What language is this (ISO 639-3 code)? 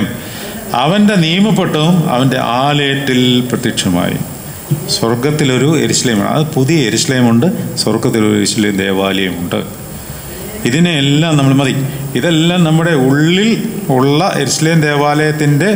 mal